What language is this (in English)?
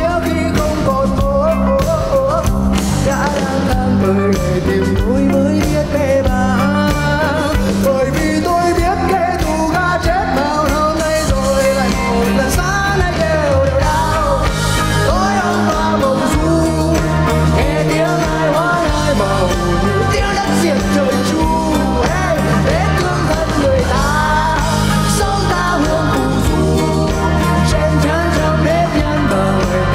Vietnamese